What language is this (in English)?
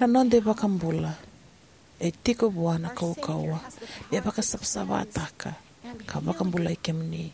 Fijian